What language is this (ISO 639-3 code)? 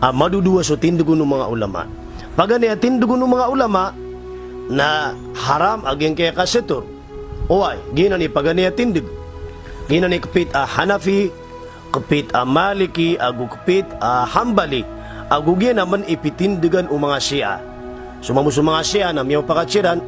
mrw